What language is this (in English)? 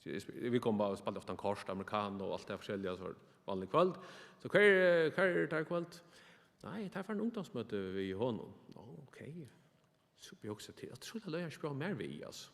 Faroese